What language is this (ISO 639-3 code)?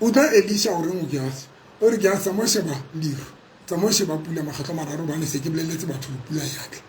sot